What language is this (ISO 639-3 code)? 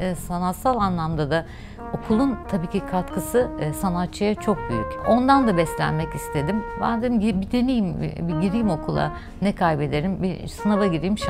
tur